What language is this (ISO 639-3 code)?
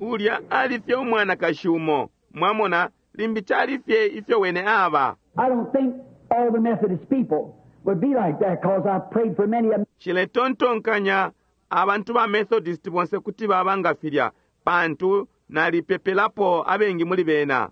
bem